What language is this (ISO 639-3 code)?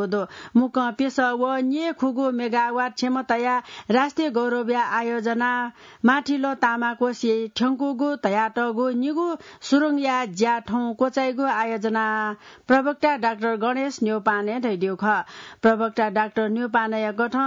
new